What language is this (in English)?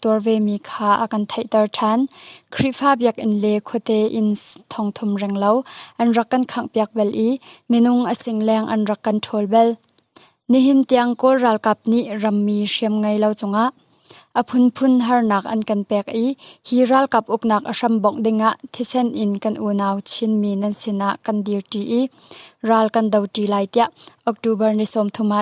Hakha Chin